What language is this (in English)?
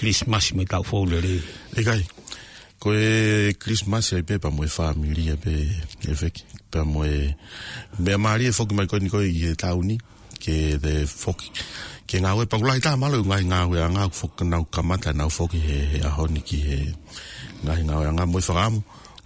Tongan